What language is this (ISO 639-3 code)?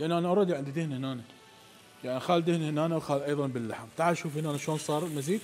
acm